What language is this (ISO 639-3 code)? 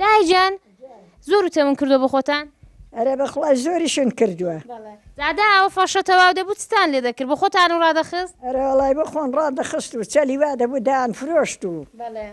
ckb